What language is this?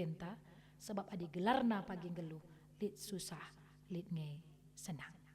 Batak Karo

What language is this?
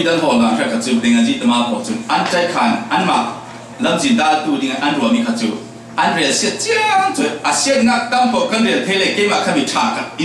Falam Chin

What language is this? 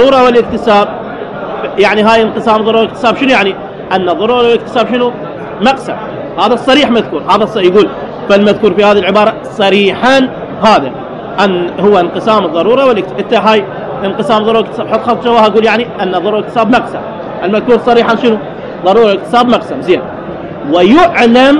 Mesopotamian Arabic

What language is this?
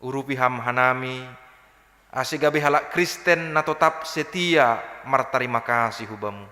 Batak Simalungun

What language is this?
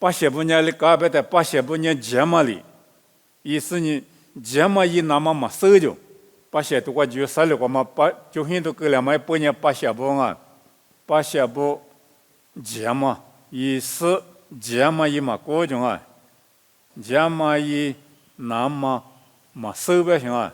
Lisu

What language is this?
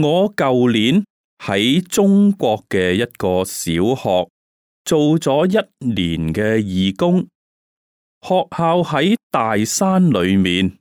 Cantonese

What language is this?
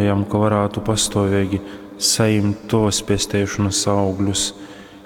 Latgalian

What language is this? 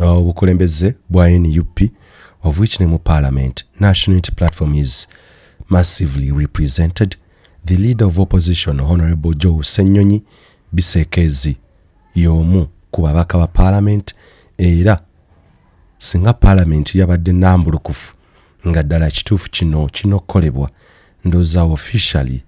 Ganda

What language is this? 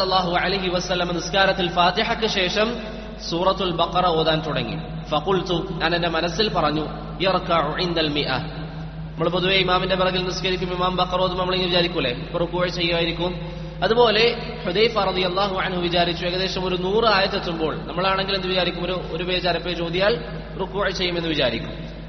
Malayalam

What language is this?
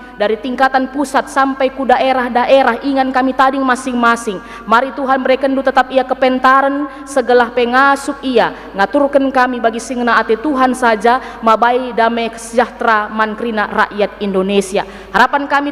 Batak Karo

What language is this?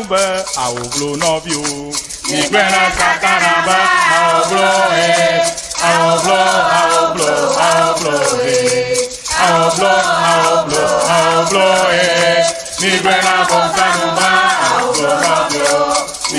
Ewe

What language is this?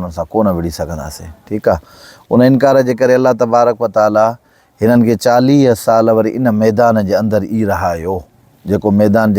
Sindhi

